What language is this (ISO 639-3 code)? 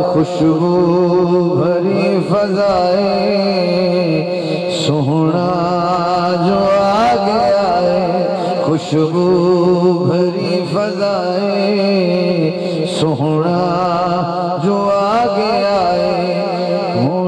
urd